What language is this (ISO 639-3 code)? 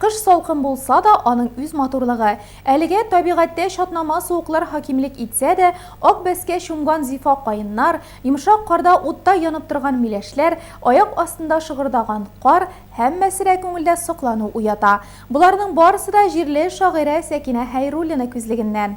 tat